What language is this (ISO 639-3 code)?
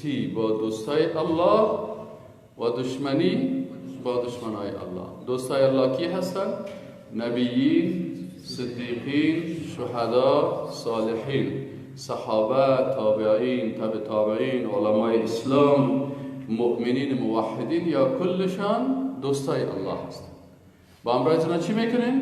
fas